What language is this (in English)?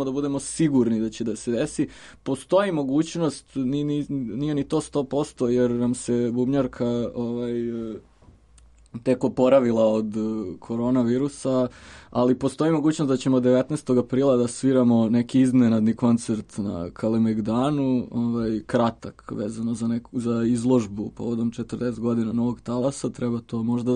Serbian